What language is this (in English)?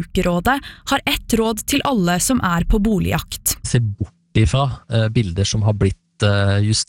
Norwegian